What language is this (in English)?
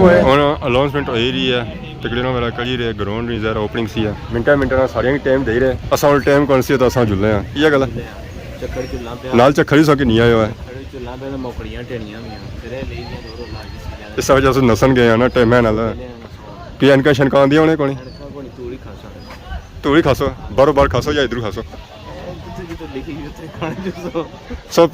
Pahari-Potwari